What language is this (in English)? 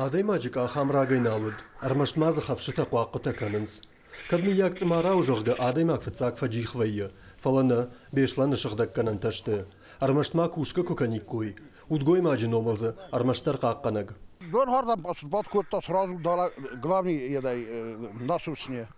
Ossetic